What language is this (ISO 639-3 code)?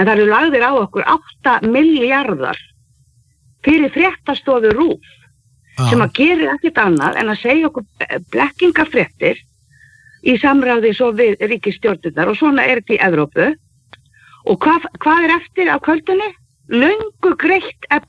isl